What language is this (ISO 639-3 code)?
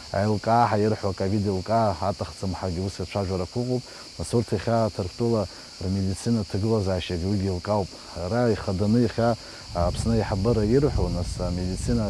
abk